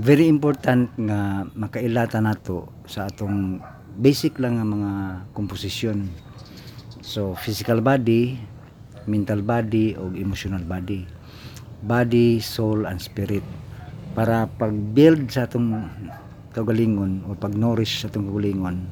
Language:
Cebuano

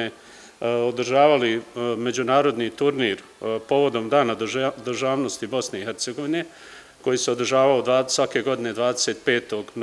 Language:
Bosnian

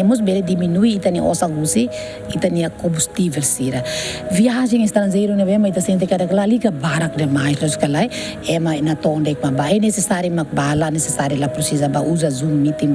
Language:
Tetum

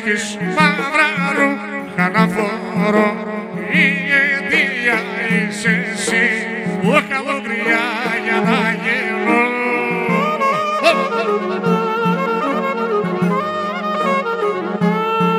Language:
Greek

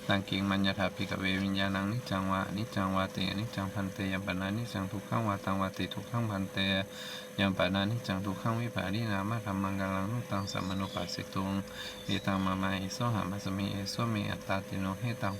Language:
Pali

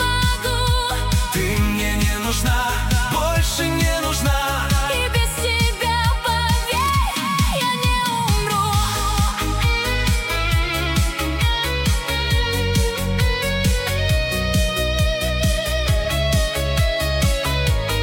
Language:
Russian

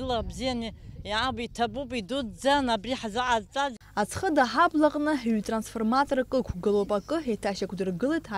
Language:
Abkhazian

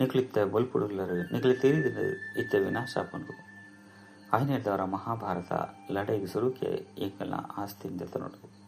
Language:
Tulu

